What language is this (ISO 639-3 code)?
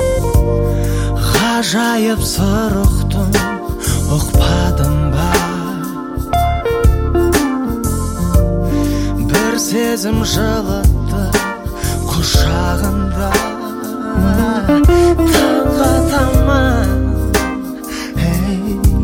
kaz